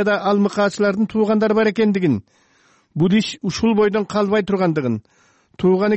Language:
Kyrgyz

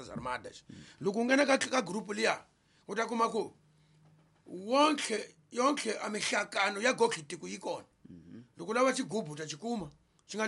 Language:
Tsonga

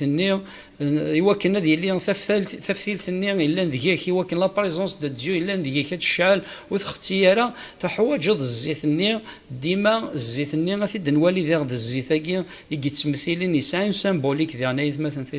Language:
Kabyle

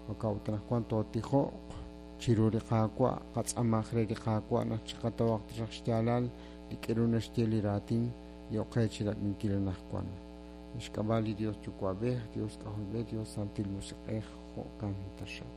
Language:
Kekchí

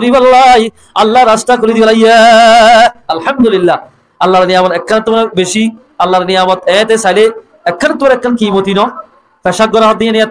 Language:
Rohingya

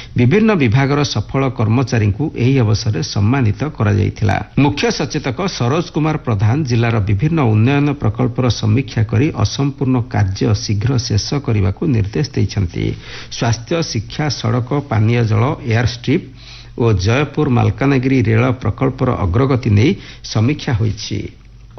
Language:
Odia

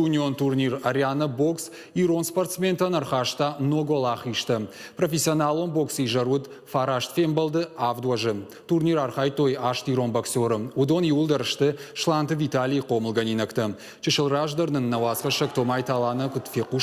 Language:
Ossetic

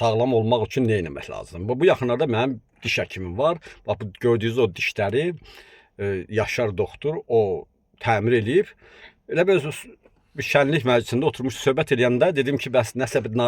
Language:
Azerbaijani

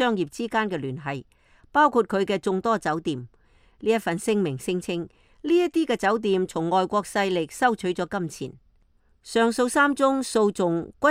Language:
Cantonese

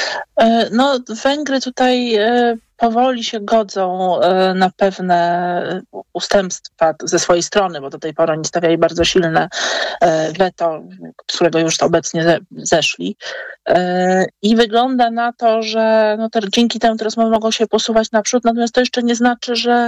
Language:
Polish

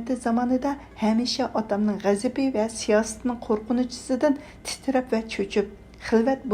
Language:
Uyghur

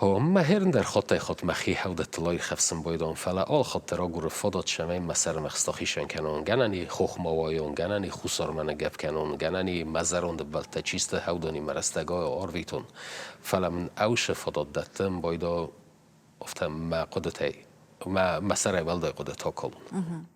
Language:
Ossetic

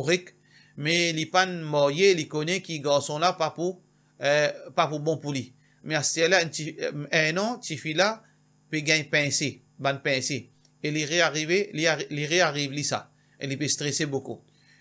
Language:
Morisyen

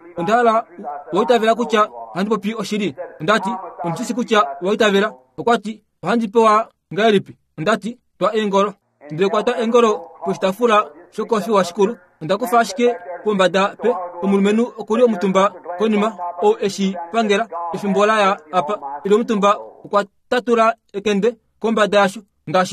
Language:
Kuanyama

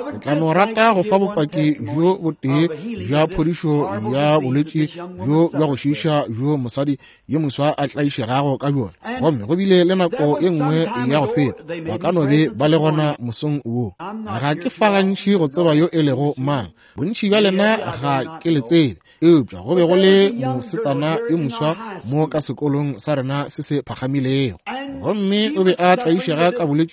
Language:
Northern Sotho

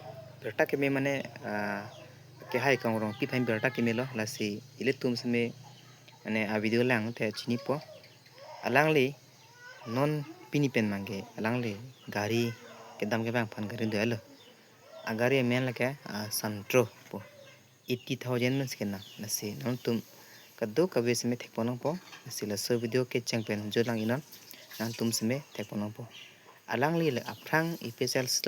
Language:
Karbi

